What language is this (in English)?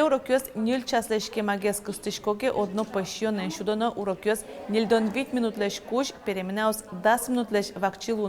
Udmurt